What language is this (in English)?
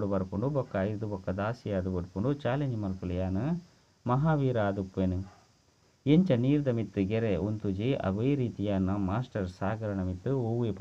Tulu